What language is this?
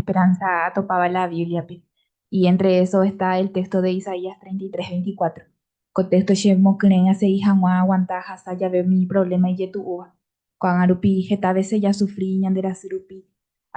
Guarani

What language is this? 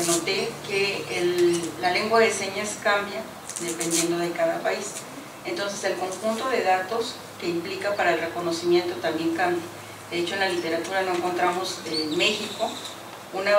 Spanish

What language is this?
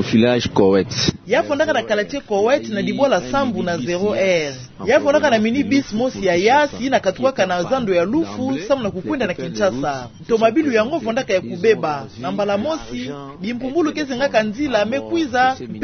Kituba (Democratic Republic of Congo)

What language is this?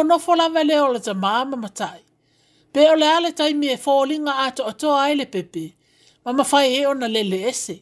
Samoan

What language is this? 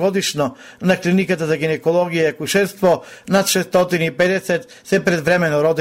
Macedonian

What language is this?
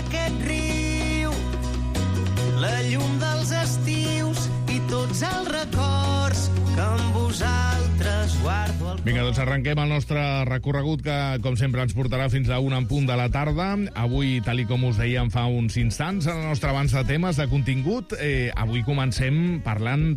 Catalan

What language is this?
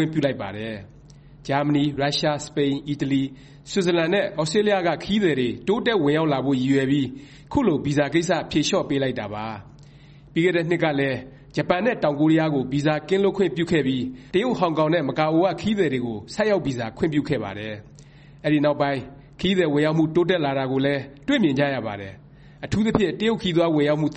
Burmese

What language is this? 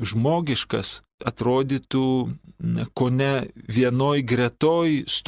Lithuanian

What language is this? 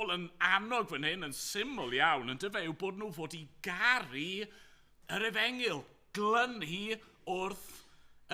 Welsh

